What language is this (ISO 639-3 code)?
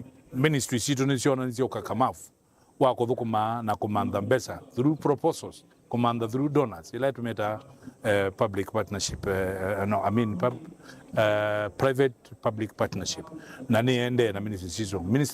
kam